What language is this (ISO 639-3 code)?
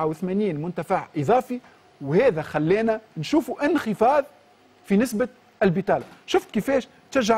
aeb